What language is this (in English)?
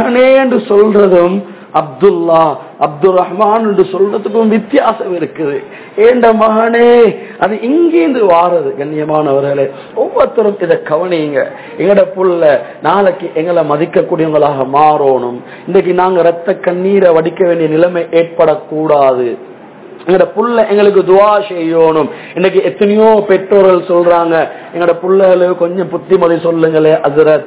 Tamil